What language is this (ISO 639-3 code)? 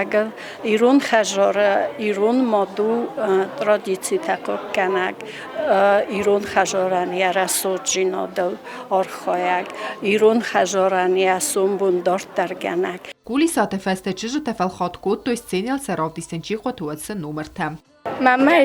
oss